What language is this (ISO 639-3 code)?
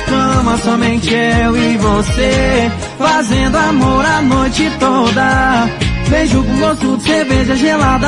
por